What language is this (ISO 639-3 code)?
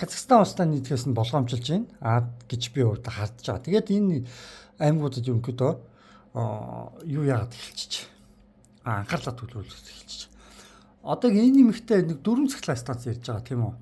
mon